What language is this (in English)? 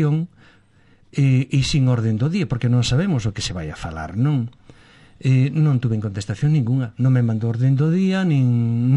Galician